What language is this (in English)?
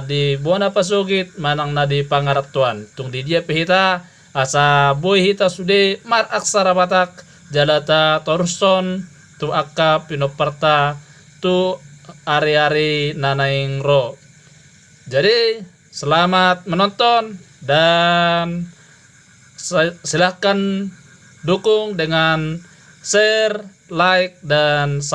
Batak Toba